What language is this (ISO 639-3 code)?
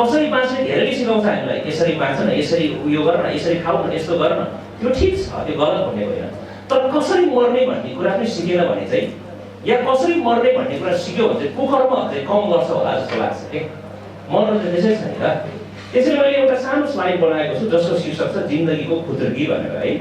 nep